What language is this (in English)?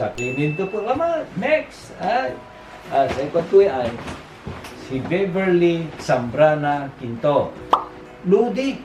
Pangasinan